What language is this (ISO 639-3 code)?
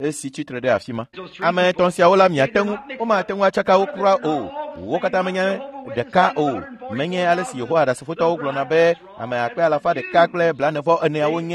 ewe